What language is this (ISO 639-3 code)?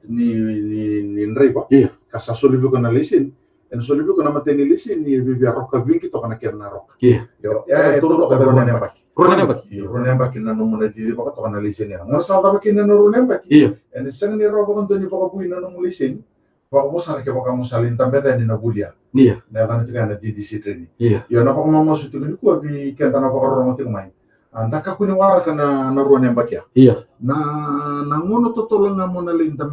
fij